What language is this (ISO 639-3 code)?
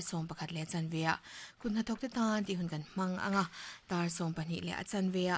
lus